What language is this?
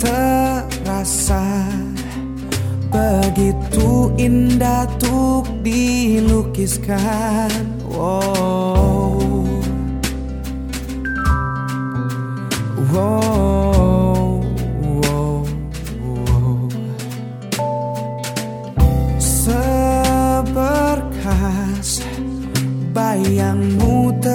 Indonesian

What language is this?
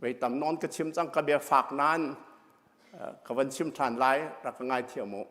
Hakha Chin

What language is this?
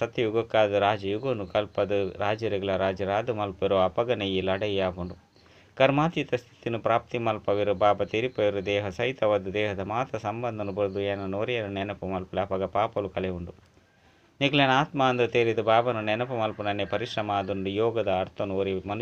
Tulu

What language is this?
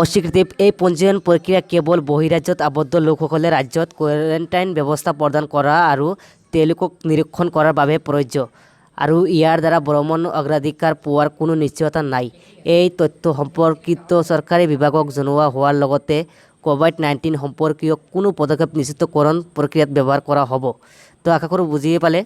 Assamese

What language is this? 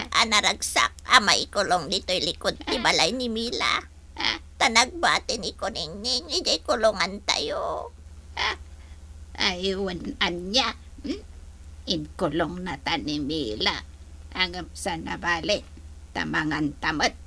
Iloko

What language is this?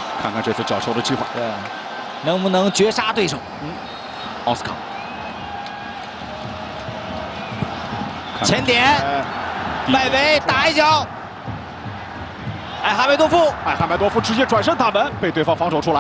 Chinese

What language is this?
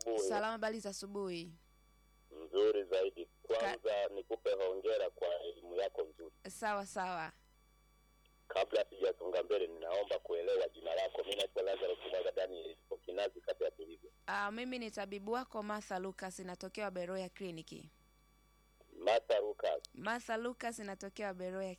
Swahili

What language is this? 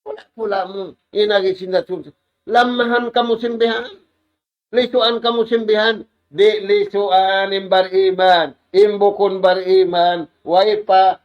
Tausug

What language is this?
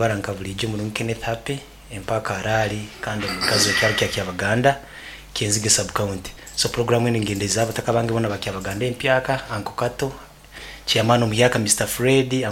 Nyoro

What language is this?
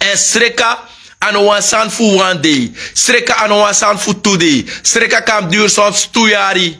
Sranan Tongo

